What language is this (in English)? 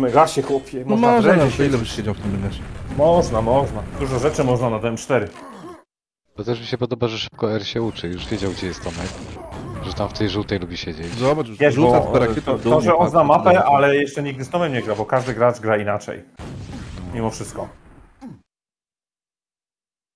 Polish